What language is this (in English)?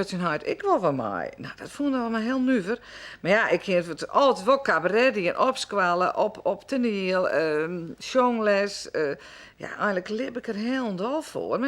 Western Frisian